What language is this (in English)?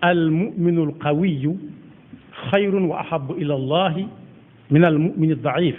Wolof